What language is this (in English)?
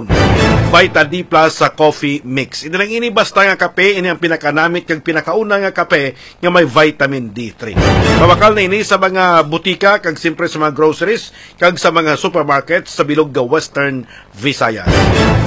Hiligaynon